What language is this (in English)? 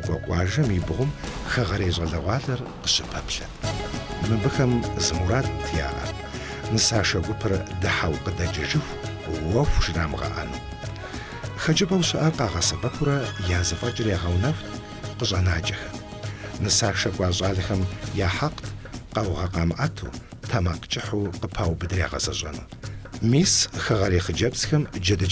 Kabardian